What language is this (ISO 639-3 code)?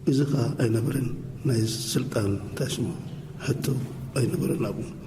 tir